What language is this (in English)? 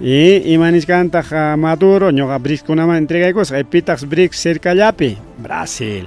Ayacucho Quechua